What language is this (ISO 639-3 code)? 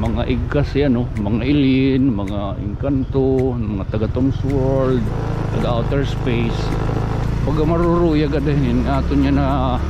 war